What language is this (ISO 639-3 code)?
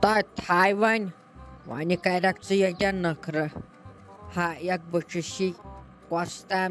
kas